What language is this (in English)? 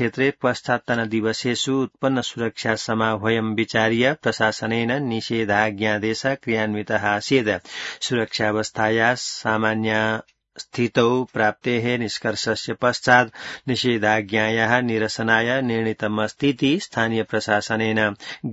Sanskrit